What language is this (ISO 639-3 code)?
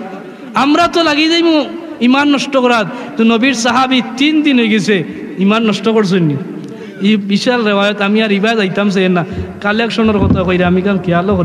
syl